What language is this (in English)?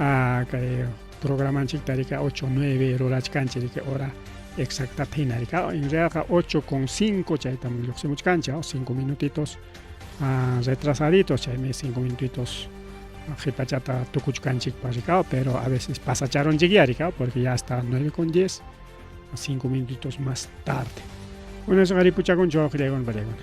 Ayacucho Quechua